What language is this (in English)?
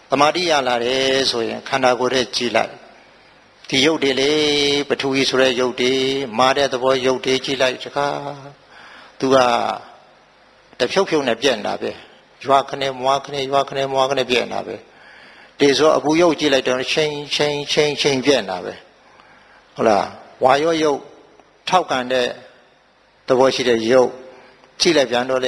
Burmese